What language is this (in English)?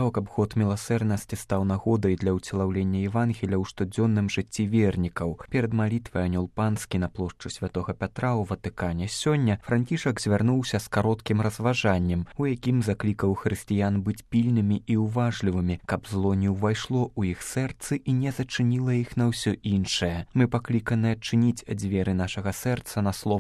Belarusian